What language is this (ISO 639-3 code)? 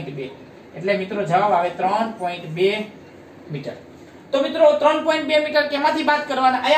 guj